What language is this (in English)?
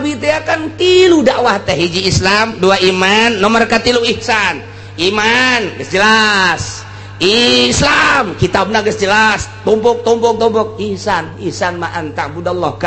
Sundanese